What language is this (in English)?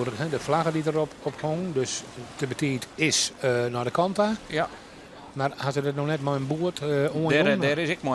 Western Frisian